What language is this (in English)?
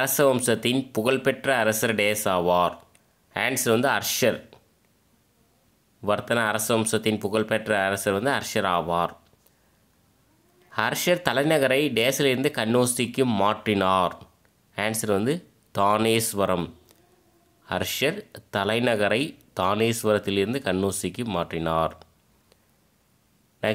Tamil